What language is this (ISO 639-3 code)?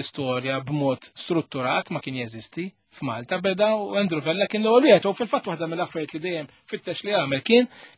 mlt